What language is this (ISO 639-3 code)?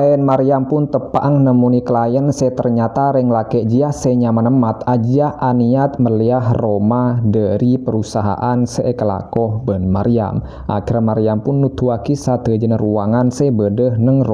mad